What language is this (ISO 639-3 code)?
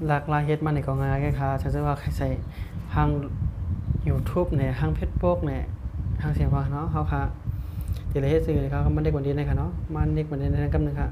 shn